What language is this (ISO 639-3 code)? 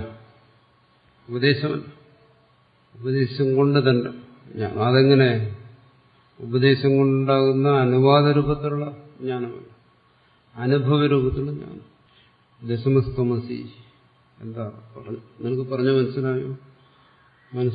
mal